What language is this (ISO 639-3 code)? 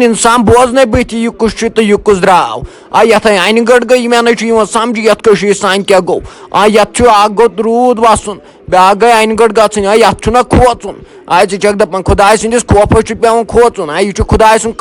kas